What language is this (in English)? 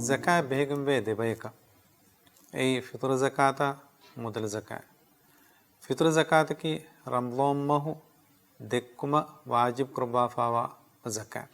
Divehi